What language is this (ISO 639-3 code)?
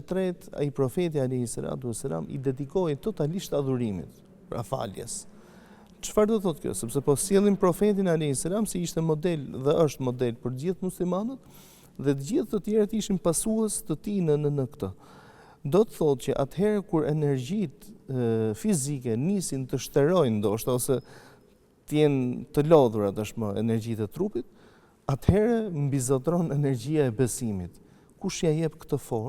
sqi